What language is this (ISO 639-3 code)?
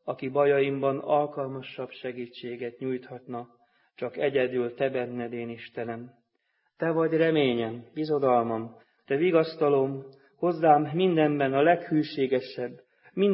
hun